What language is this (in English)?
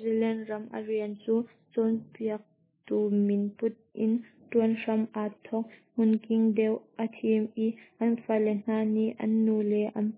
Hakha Chin